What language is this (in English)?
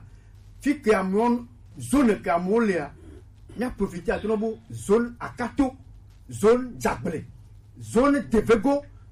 Gen